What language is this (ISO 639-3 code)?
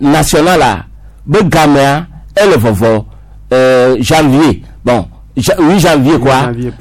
gej